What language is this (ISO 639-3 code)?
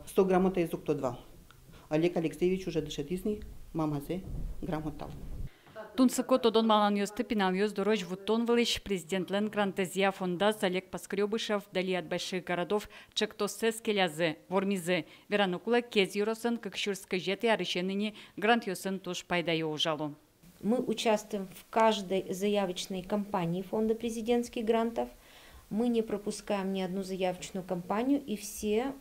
udm